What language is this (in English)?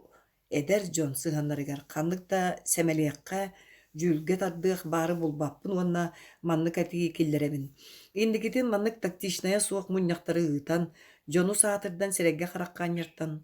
Yakut